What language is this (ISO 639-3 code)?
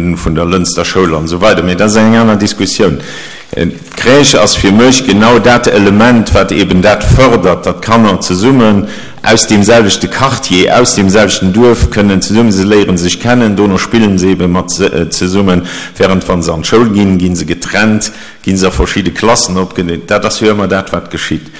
ltz